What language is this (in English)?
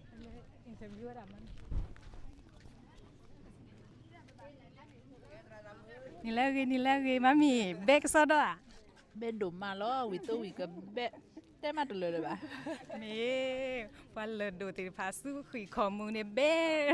S'gaw Karen